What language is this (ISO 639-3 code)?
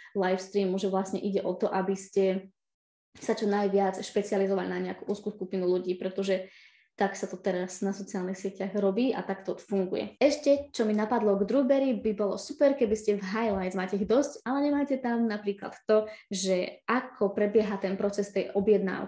slk